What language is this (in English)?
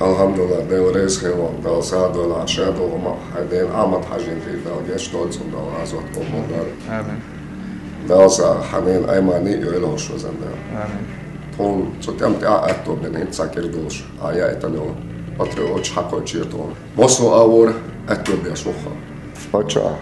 Chechen